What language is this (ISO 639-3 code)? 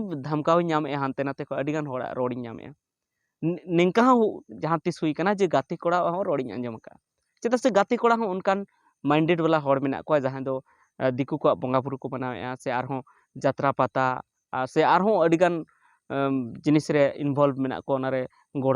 sat